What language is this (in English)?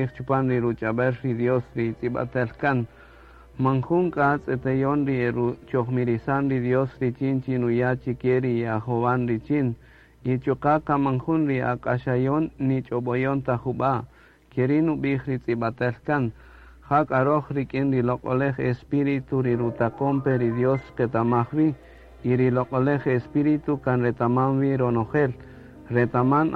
Kaqchikel